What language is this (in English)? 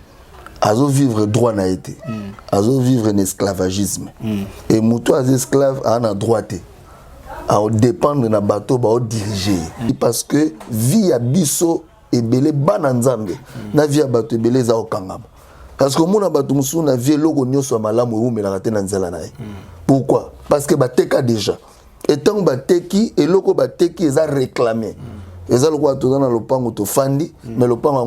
Lingala